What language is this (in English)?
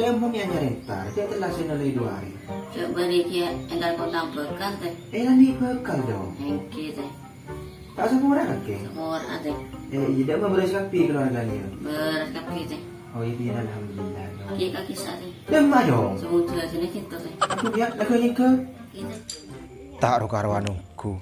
Madurese